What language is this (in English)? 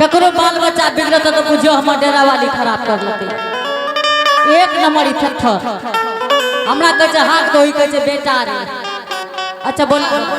Angika